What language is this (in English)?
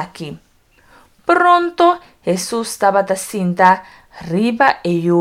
Papiamento